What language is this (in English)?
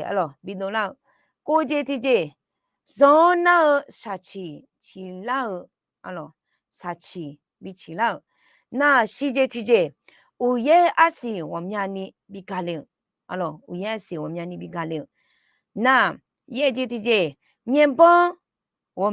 Akha